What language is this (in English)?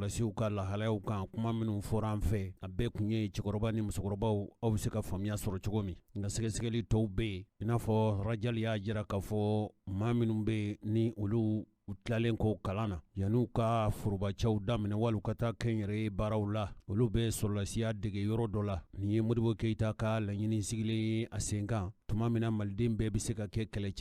Bambara